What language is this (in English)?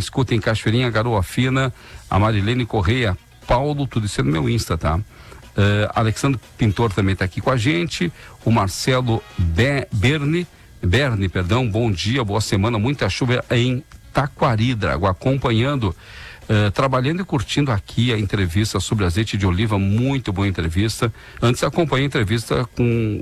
Portuguese